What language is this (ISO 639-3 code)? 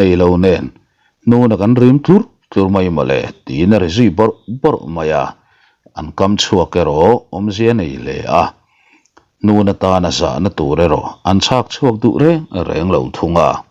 lus